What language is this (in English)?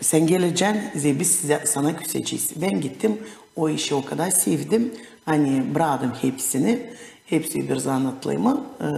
Gagauz